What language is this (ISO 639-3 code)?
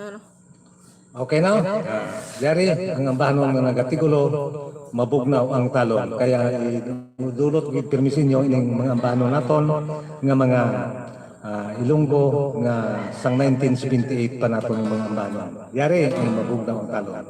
hil